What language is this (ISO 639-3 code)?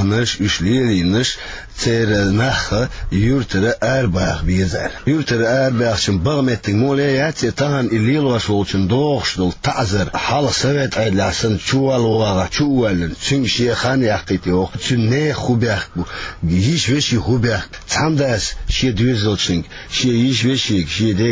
che